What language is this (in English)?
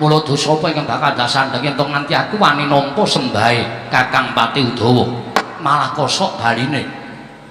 Javanese